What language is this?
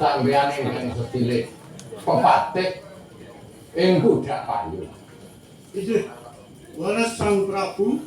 Javanese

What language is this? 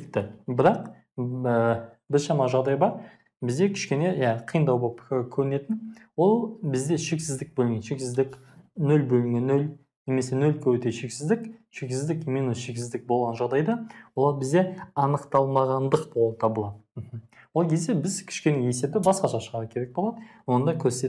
Kazakh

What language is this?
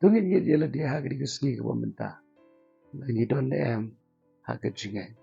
Khasi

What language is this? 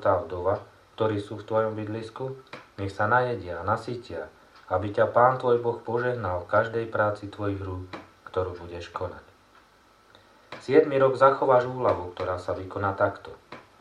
Slovak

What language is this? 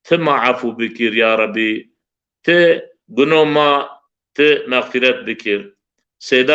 Zaza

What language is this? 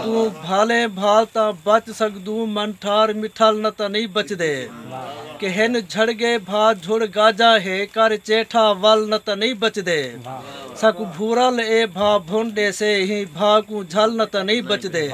Saraiki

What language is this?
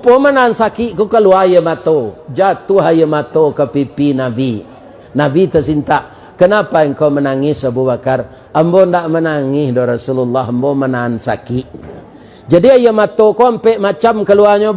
Minangkabau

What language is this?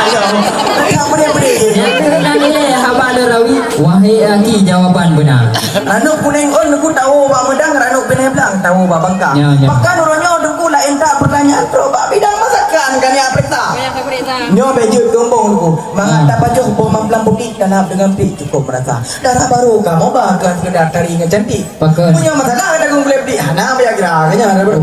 Achinese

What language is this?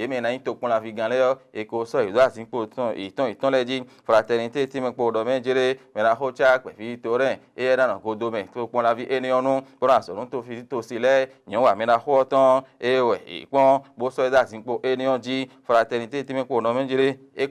Fon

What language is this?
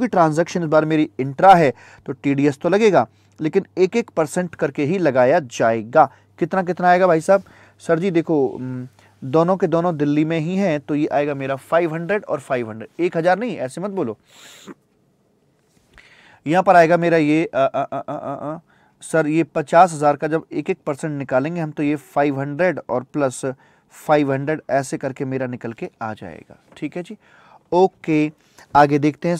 Hindi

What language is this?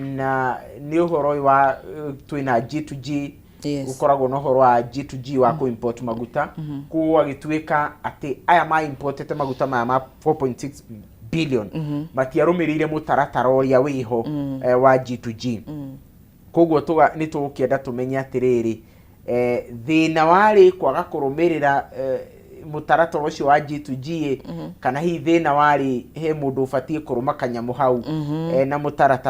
Kikuyu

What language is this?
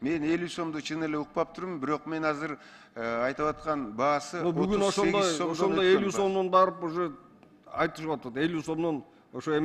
Kyrgyz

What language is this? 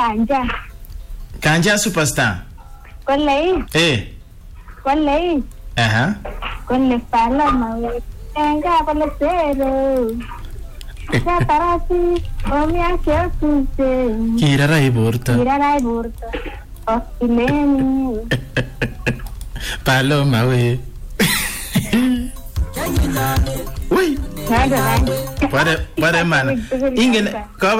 Swahili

